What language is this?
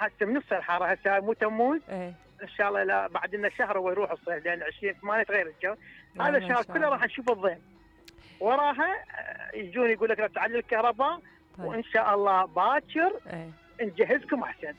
Mesopotamian Arabic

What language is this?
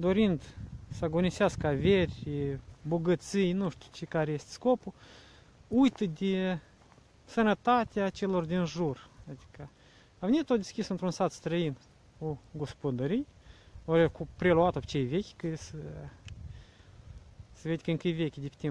Romanian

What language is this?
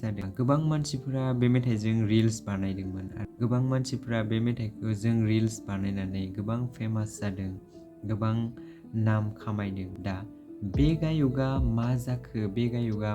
Bodo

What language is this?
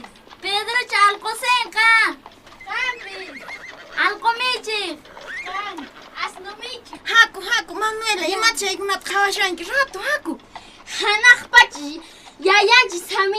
Quechua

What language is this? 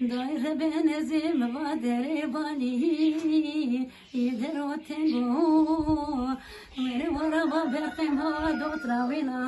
Zaza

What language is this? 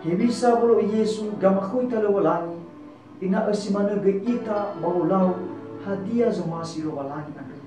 Nias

